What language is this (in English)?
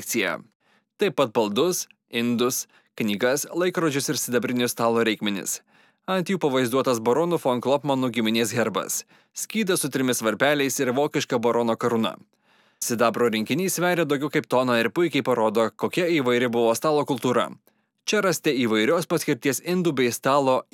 Lithuanian